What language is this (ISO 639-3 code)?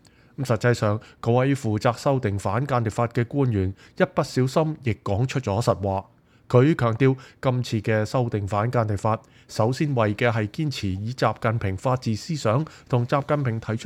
yue